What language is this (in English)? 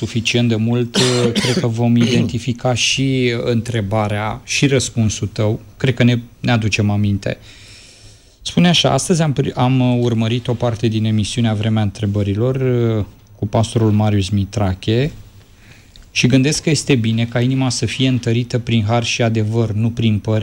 Romanian